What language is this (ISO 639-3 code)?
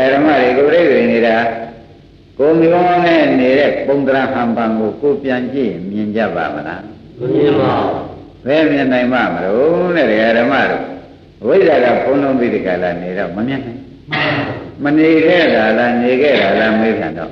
mya